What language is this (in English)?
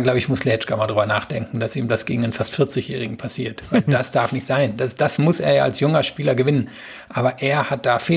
German